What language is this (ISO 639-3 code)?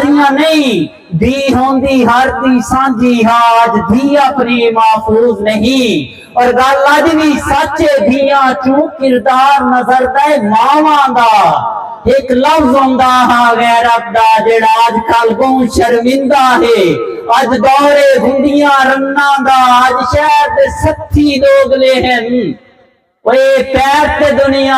skr